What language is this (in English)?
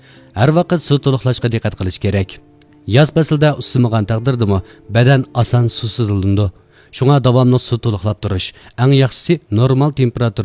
Uyghur